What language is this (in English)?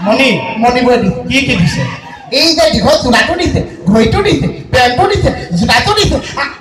Assamese